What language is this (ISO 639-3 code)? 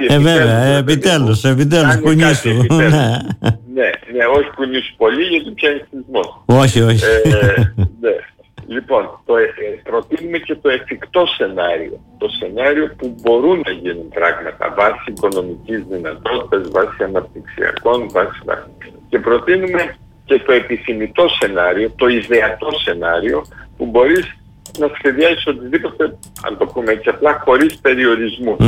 ell